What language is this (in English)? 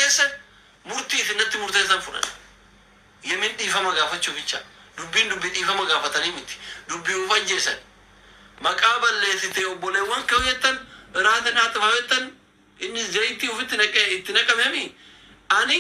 Oromo